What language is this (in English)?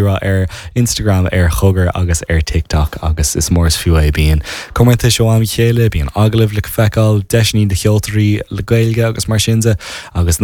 Irish